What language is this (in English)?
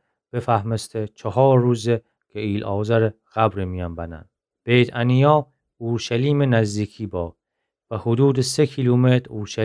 Gilaki